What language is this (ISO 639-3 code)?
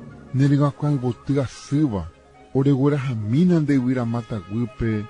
grn